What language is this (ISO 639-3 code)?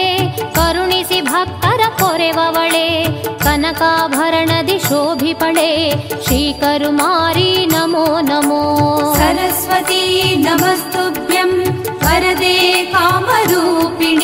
kan